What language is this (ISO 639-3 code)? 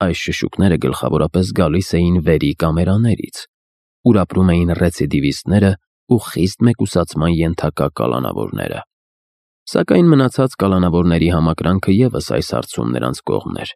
hye